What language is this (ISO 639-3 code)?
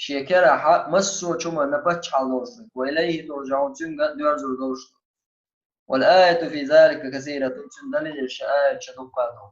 che